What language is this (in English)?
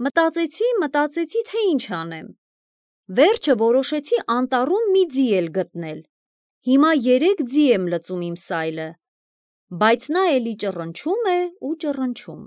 Armenian